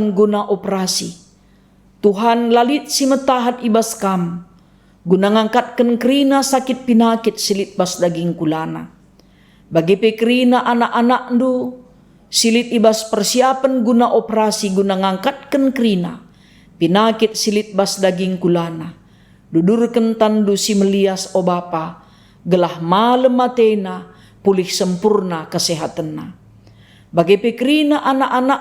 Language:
Batak Karo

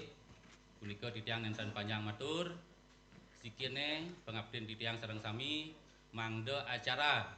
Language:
Balinese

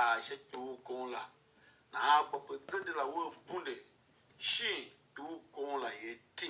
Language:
Tiv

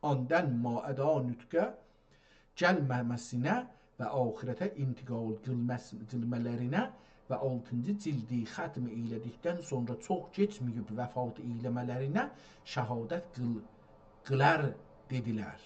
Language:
South Azerbaijani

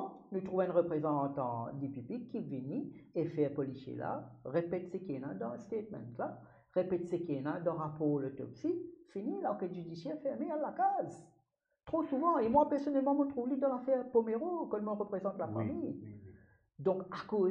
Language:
Morisyen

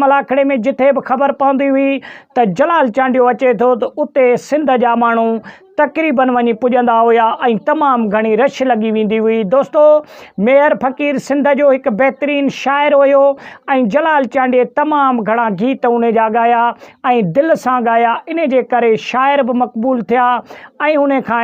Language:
Sindhi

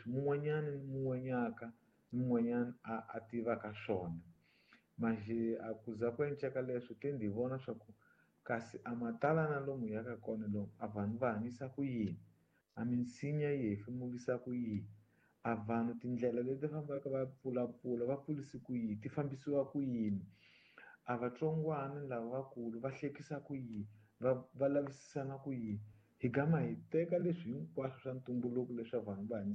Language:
Tsonga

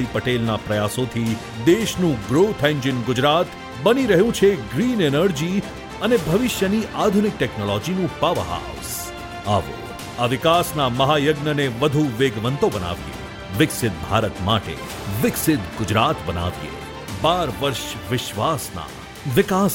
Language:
Gujarati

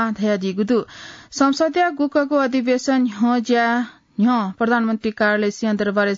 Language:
Newari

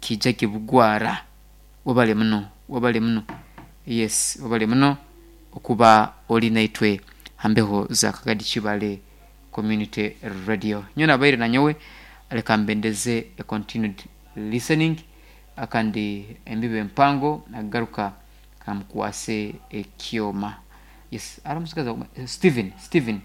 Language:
Nyankole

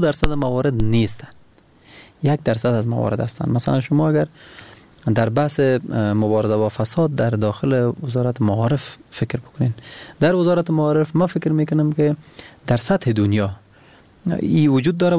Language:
Persian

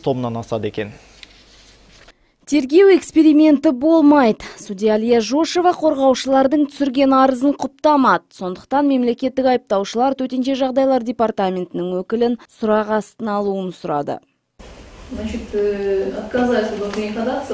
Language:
Kazakh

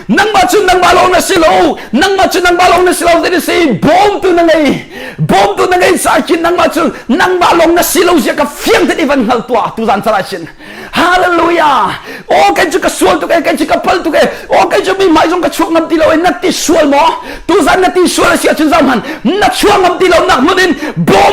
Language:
Hakha Chin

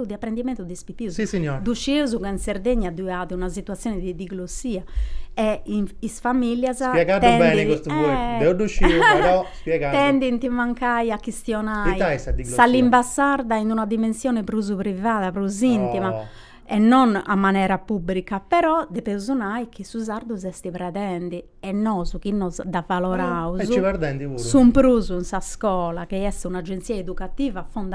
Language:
Sardinian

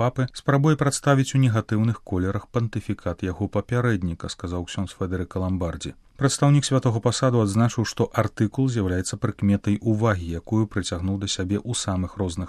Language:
Belarusian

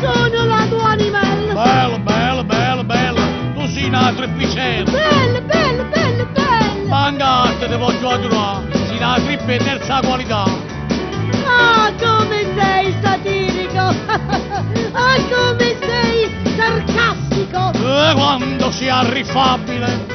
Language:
Neapolitan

